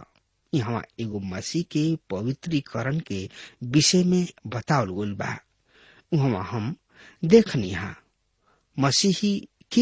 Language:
Bhojpuri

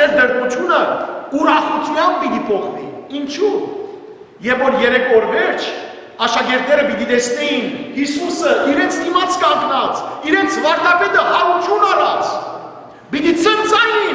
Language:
Western Armenian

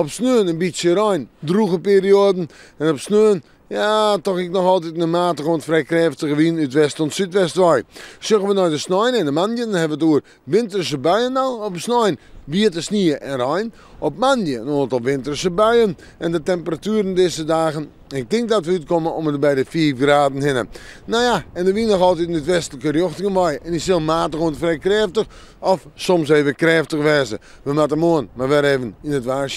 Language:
Western Frisian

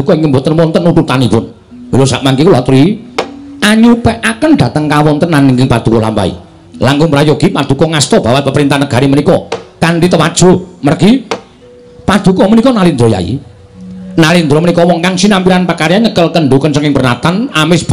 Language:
Javanese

